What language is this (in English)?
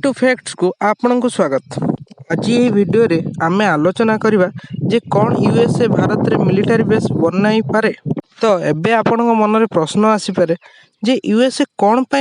Odia